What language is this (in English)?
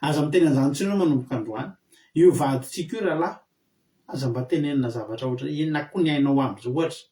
Malagasy